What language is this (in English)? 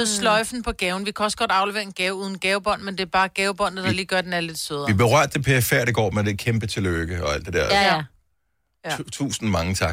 Danish